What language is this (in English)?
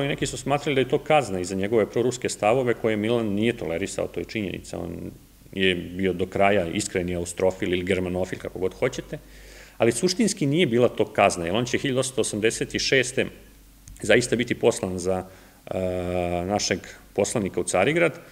Serbian